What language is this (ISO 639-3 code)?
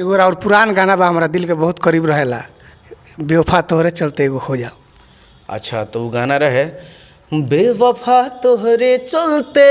bho